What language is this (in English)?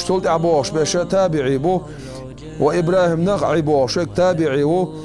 Chechen